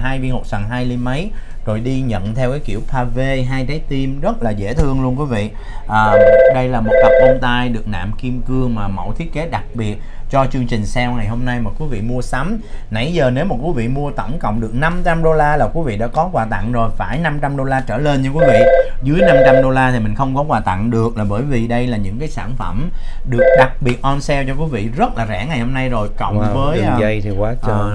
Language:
Vietnamese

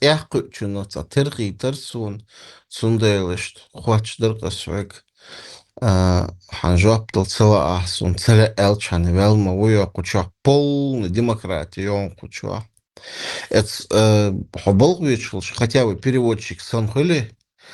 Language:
Chechen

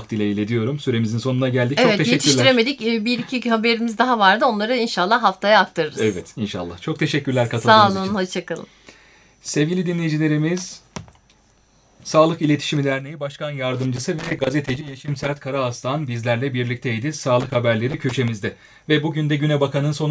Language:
Turkish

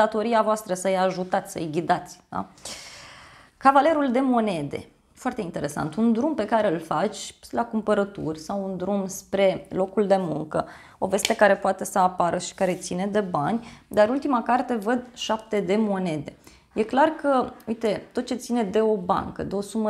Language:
Romanian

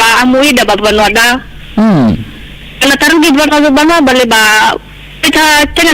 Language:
Nias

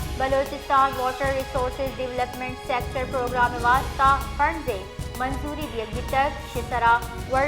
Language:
Baluchi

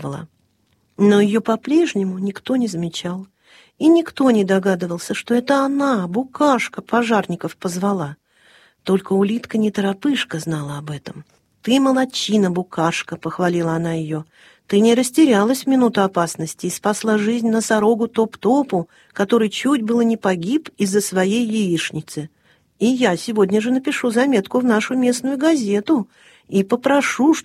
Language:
Russian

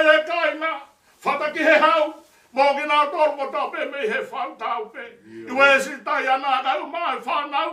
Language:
Tongan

